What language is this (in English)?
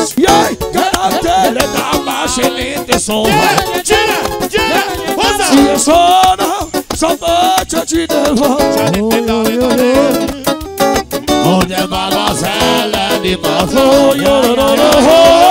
Hungarian